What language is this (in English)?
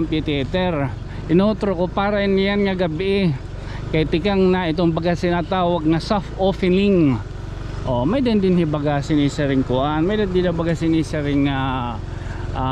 Waray